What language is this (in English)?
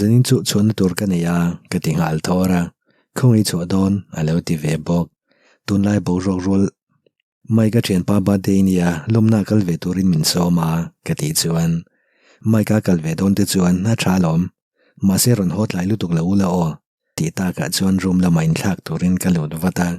Mizo